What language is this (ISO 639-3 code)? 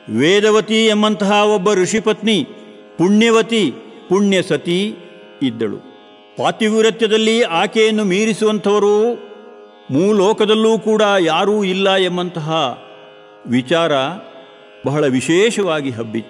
kan